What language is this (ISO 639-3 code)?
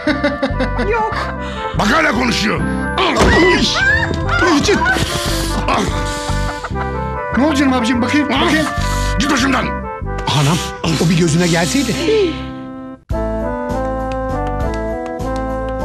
tur